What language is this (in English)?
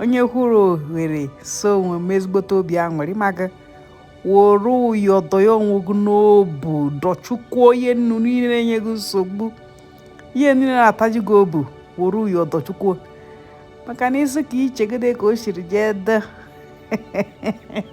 Igbo